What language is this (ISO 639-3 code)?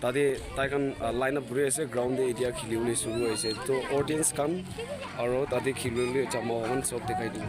nag